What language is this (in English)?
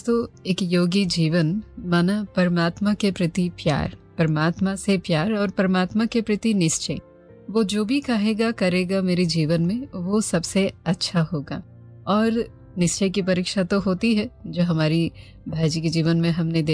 Hindi